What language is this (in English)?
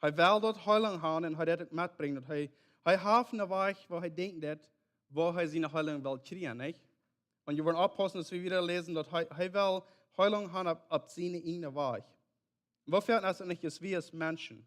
Plautdietsch